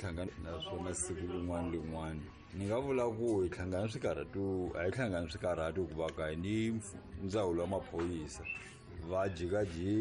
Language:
Tsonga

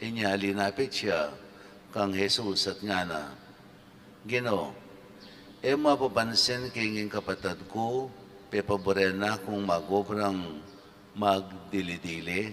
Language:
Pampanga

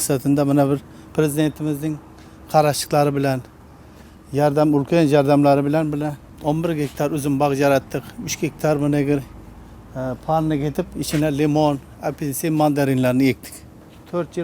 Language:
Uzbek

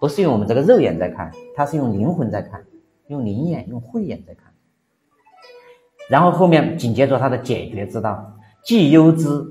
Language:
Chinese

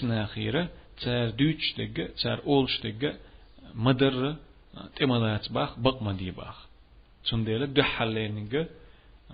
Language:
Chechen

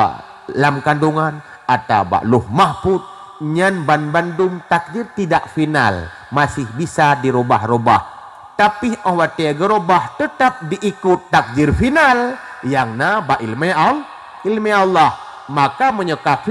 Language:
Achinese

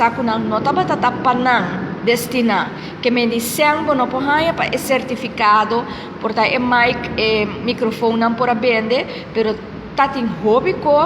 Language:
Papiamento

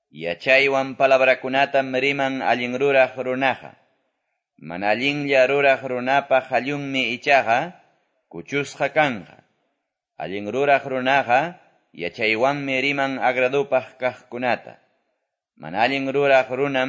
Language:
Quechua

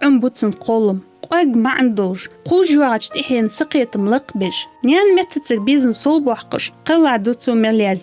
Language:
Ingush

